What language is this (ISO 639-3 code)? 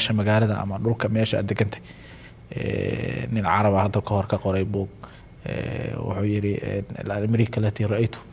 som